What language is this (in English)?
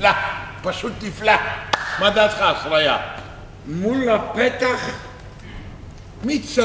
Hebrew